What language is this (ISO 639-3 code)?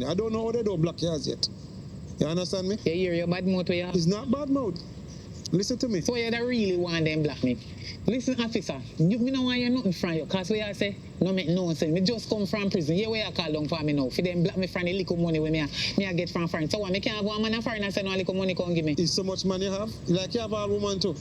jam